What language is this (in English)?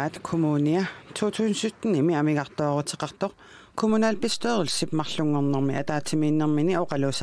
Kalaallisut